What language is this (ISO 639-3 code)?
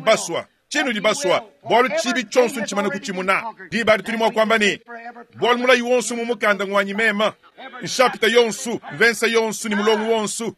lua